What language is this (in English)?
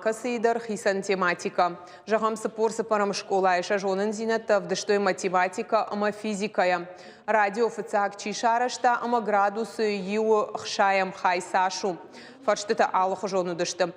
Ossetic